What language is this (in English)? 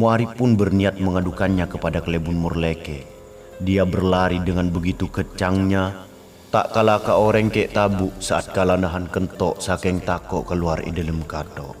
Madurese